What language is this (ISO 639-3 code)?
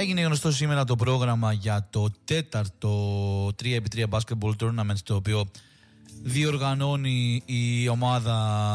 ell